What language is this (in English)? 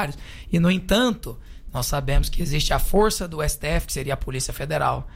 Portuguese